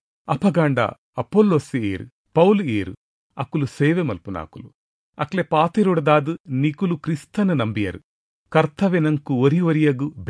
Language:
Tulu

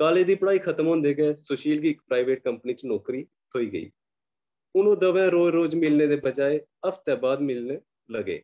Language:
Dogri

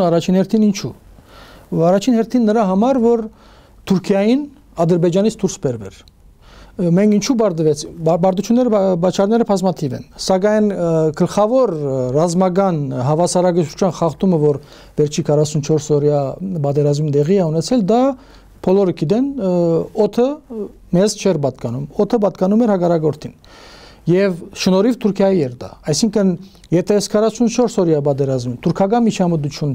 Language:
Armenian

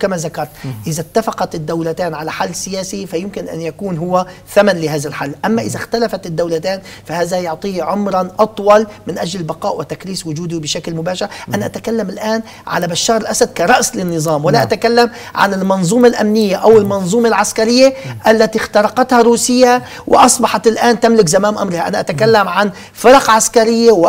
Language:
Arabic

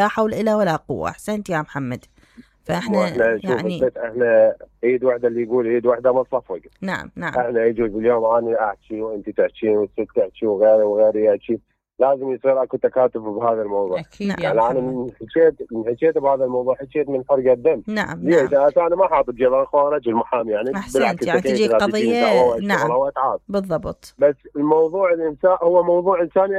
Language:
Mesopotamian Arabic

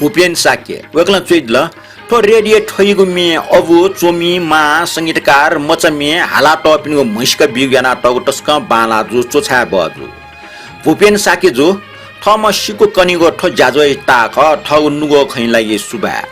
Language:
Newari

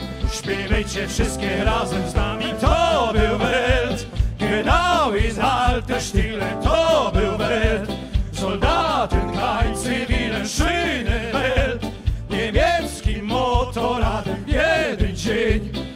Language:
Silesian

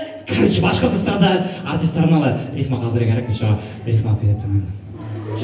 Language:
Bashkir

